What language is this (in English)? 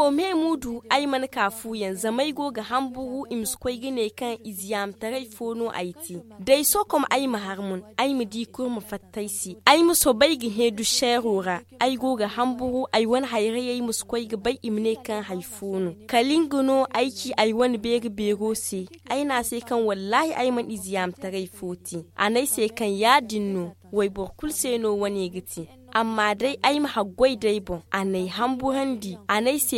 Zarma